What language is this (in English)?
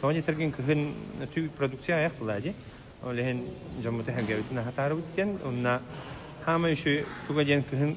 Yakut